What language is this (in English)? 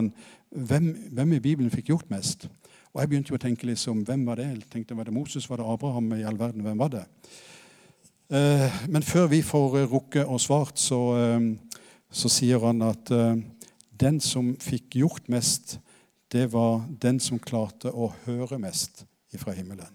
Norwegian